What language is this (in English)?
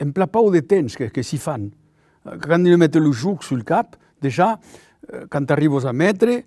Occitan